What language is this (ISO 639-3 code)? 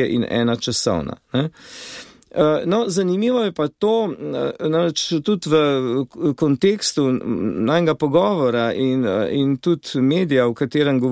slv